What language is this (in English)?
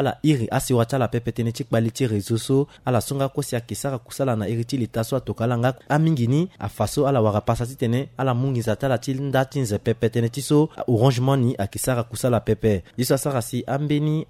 Sango